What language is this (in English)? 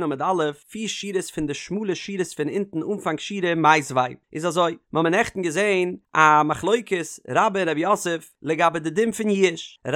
Yiddish